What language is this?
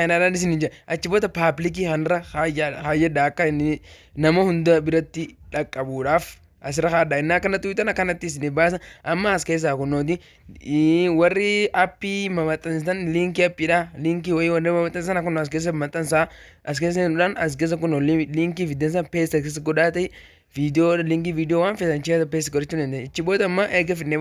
Oromo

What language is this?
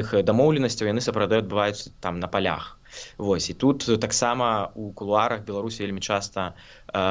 Belarusian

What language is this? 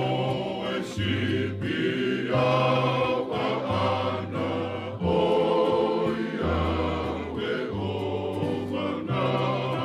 Tongan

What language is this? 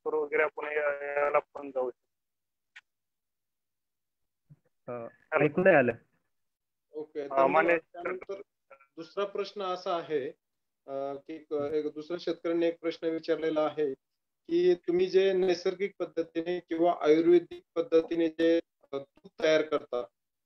Marathi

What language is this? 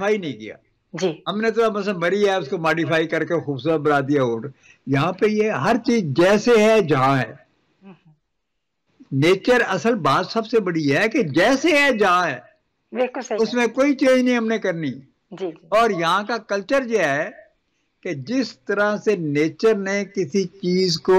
Hindi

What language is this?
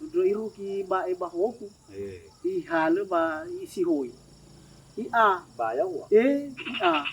Nias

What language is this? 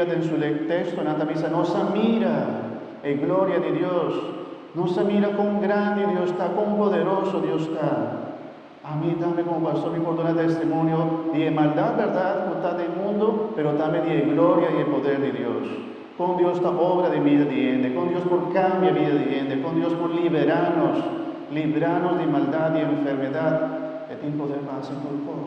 Papiamento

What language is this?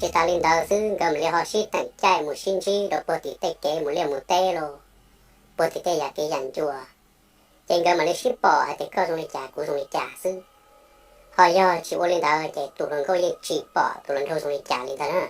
Hmong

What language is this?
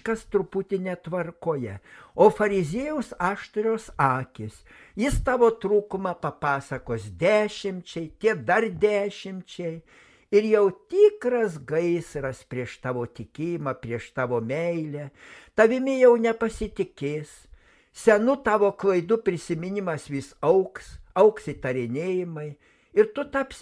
Lithuanian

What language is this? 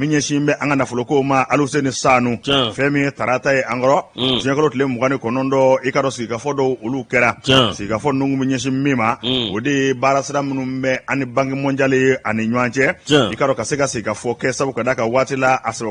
Bambara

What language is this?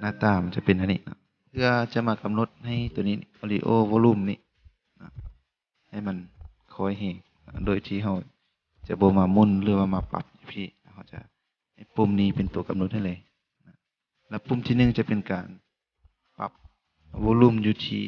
Lao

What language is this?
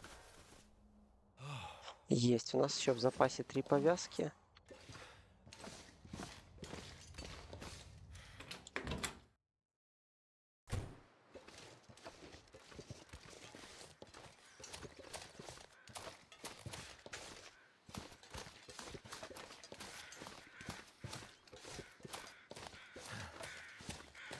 Russian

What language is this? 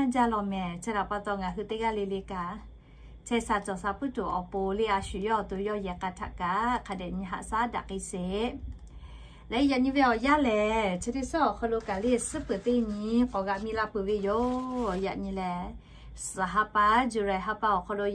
Lahu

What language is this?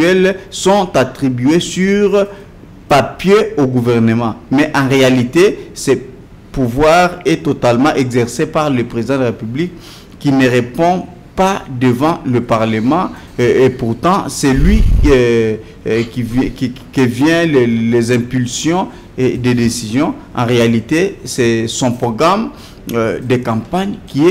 French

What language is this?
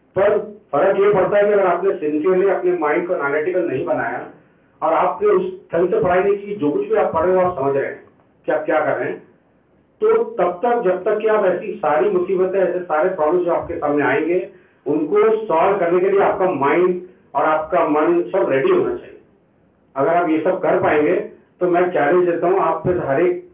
Hindi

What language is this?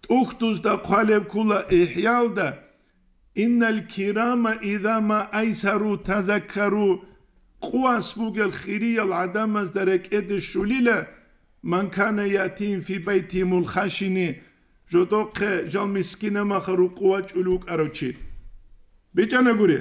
Avaric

